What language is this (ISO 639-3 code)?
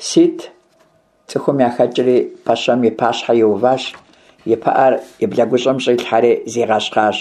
kbd